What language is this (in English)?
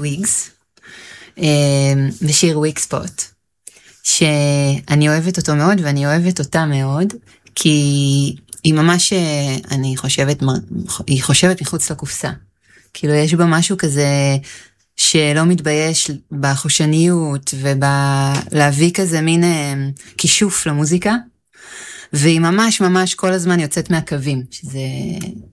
Hebrew